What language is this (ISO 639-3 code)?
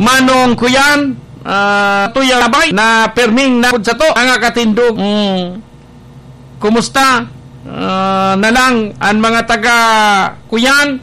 bik